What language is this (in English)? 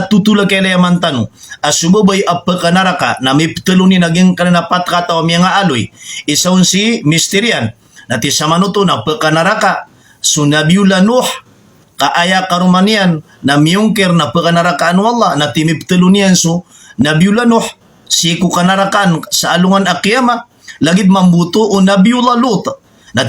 Maranao